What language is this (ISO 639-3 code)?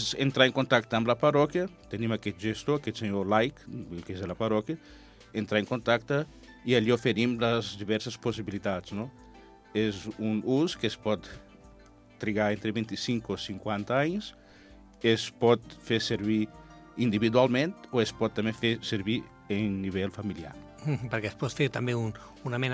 cat